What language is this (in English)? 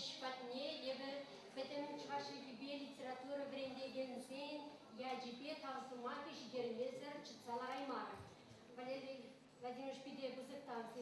Chuvash